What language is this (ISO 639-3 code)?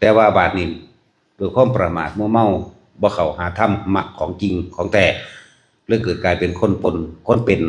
tts